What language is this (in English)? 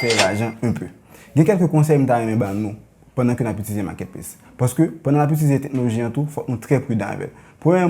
Haitian Creole